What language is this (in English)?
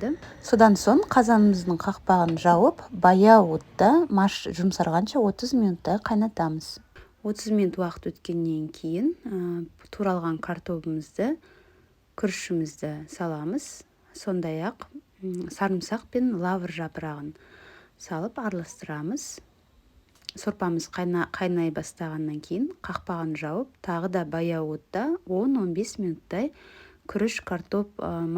Kazakh